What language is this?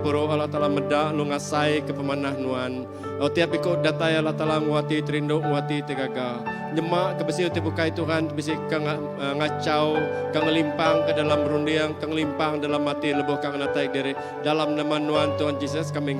Iban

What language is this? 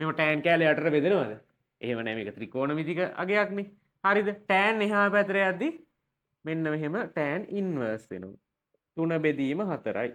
Sinhala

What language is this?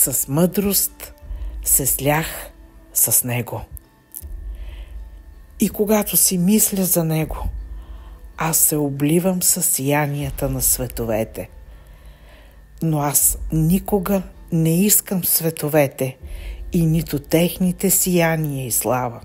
Bulgarian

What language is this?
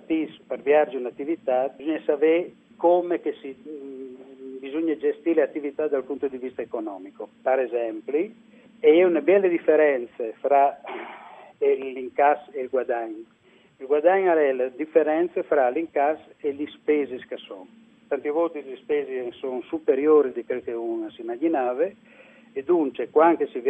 Friulian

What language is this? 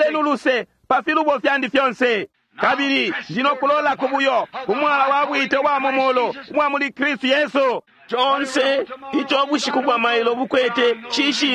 Bemba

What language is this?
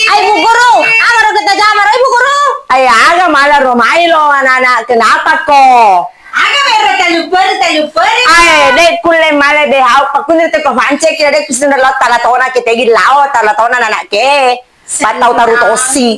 Buginese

